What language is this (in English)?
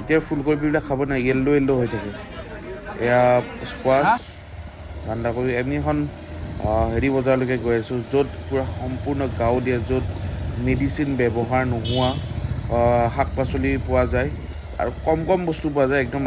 Assamese